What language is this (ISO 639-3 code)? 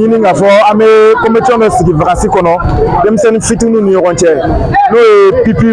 bam